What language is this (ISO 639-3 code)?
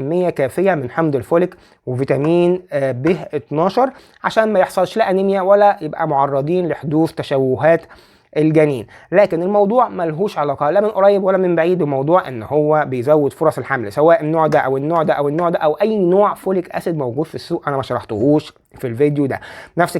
arz